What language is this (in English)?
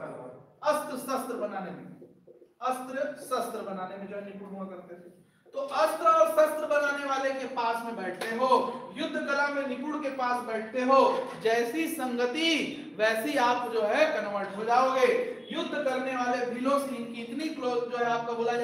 Hindi